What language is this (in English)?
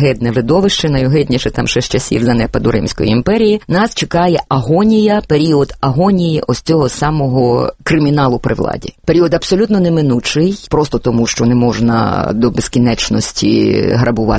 Ukrainian